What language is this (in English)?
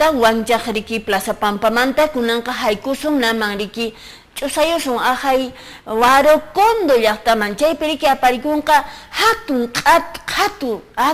Quechua